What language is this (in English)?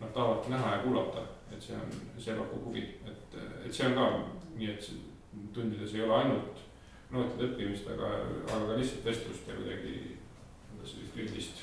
Estonian